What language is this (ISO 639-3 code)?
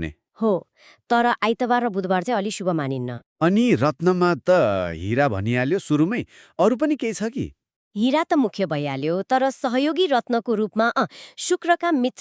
nep